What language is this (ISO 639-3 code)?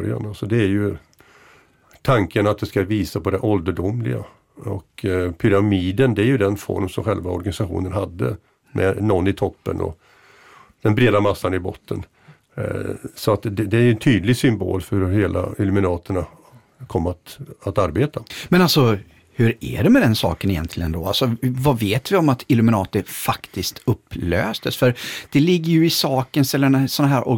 swe